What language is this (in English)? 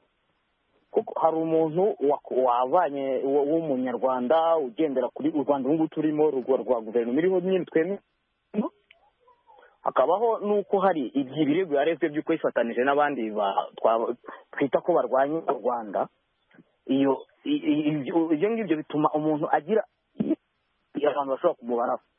Kinyarwanda